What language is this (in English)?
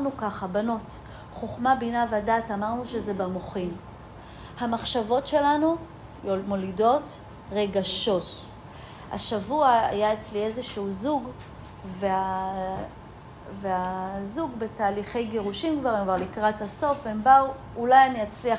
Hebrew